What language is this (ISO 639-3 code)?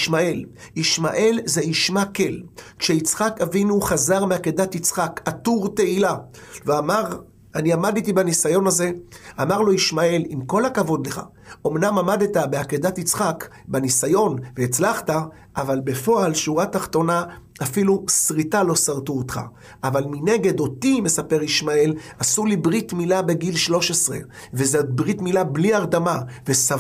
heb